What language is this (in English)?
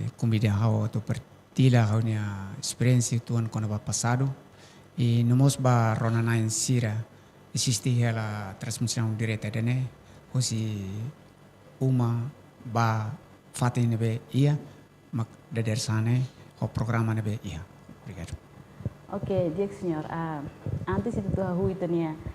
Tetum